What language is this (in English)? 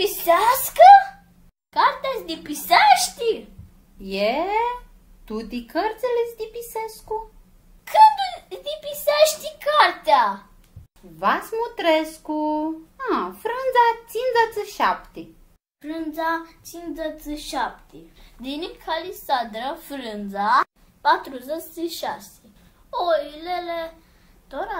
Aromanian